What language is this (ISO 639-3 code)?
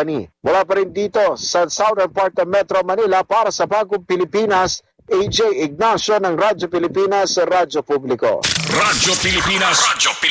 fil